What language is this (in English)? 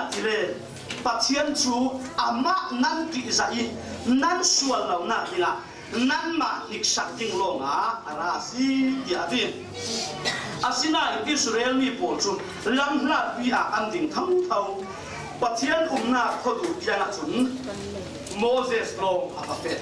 Falam Chin